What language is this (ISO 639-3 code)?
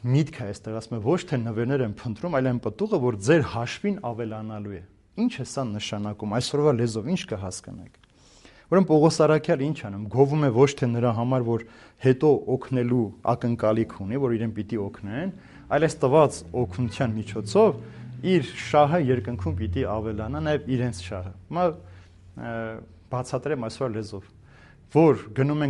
hye